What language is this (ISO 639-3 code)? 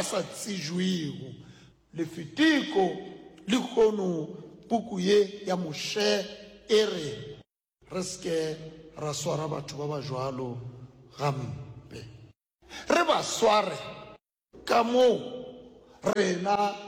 nso